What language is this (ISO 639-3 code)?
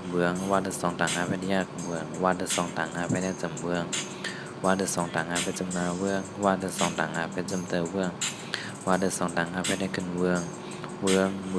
shn